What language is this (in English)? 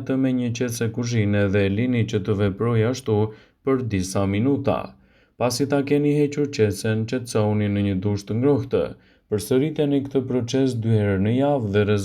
Albanian